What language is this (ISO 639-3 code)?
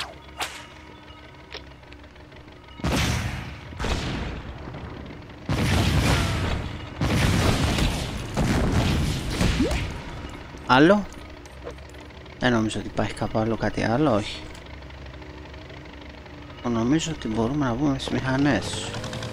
ell